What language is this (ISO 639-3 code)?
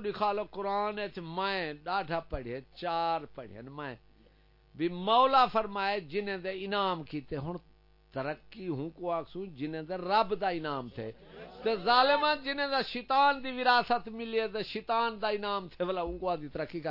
skr